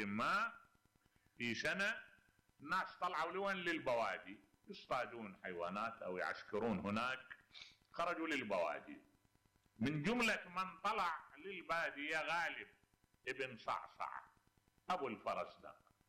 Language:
Mesopotamian Arabic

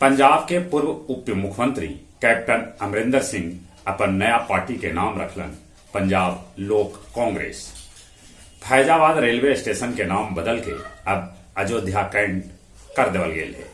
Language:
Magahi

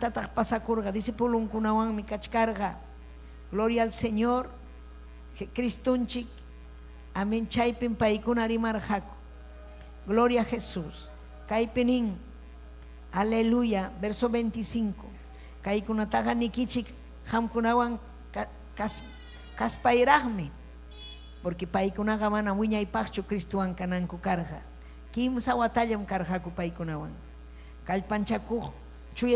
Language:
Ayacucho Quechua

